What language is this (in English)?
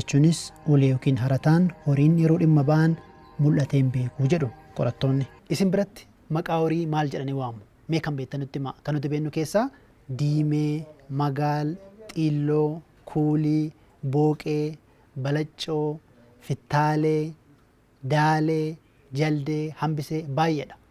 Oromo